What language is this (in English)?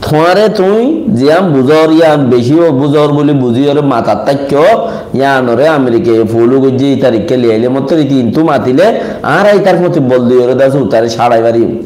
Rohingya